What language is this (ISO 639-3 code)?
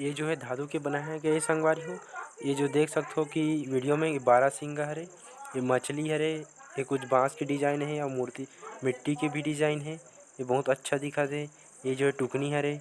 hne